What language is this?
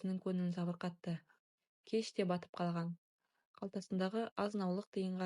Kazakh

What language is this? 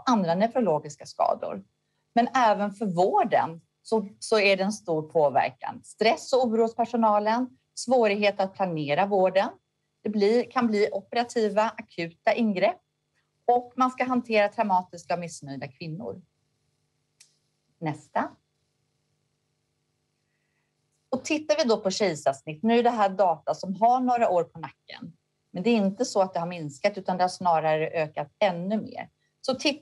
Swedish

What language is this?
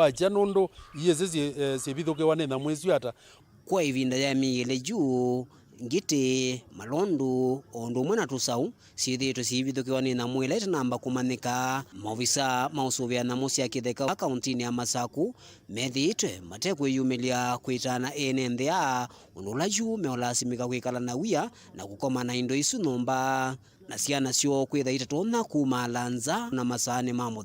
Kamba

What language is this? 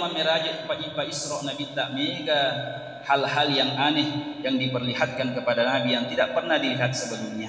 Buginese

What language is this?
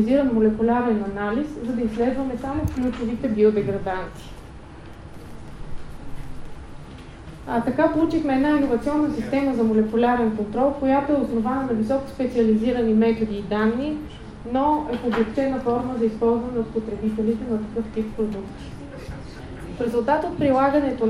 Bulgarian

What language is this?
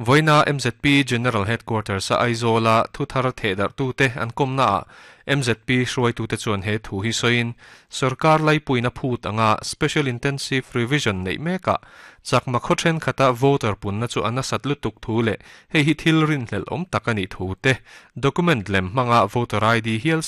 Mizo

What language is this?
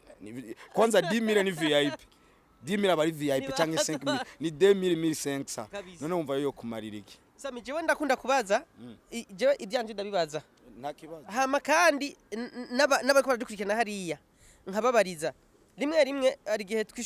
Rundi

